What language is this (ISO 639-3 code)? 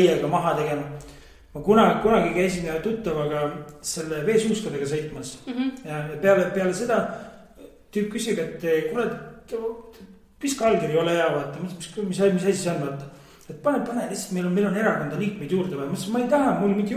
est